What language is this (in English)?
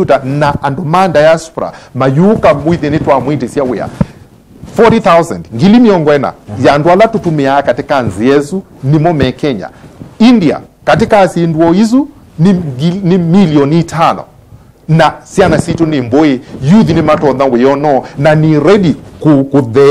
Kamba